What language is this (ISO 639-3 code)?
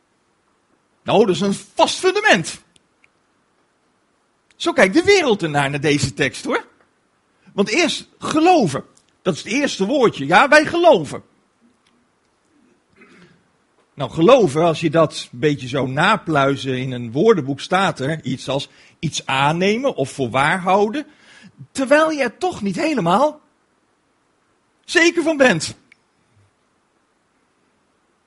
nld